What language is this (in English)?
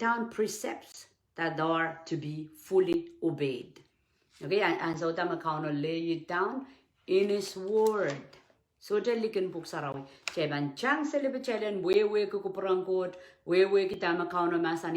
Pohnpeian